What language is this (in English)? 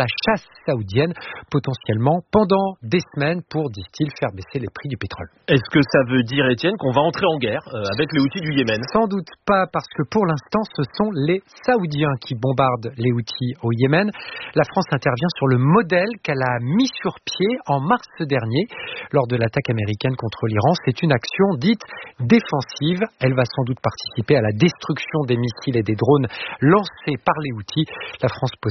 French